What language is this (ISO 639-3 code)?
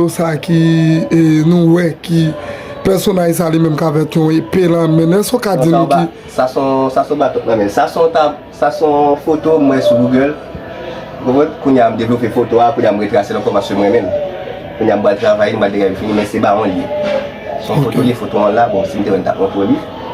hat